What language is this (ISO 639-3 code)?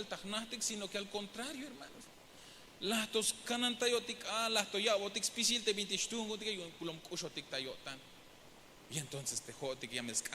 tzh